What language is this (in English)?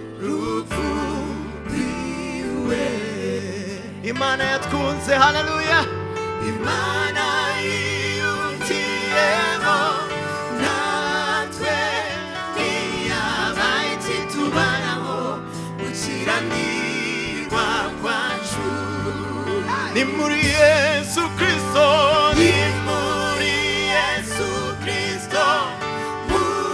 Kinyarwanda